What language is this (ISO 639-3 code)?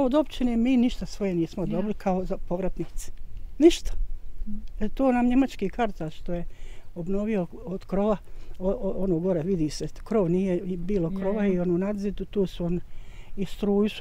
bos